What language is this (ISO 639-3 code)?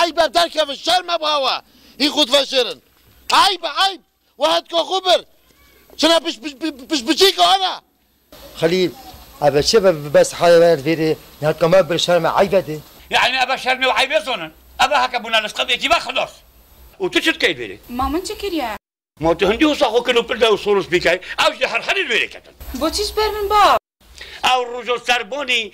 kur